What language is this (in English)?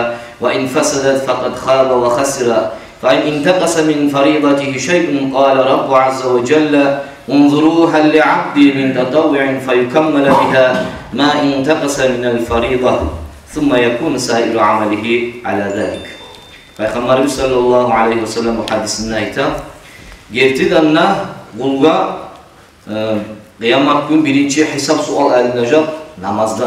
Kumyk